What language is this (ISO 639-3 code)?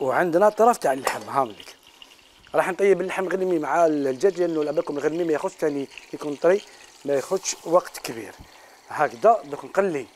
arq